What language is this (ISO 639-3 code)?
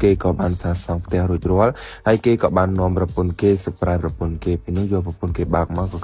khm